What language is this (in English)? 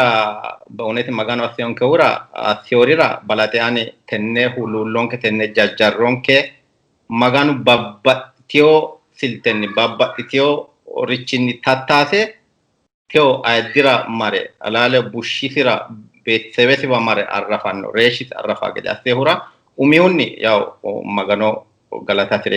Sidamo